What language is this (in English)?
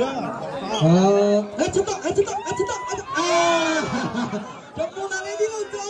Hakha Chin